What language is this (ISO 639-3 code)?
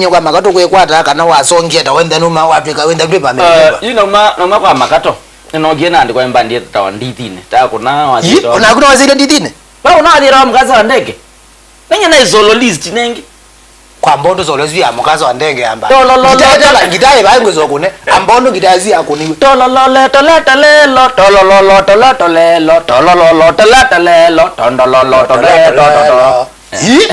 kam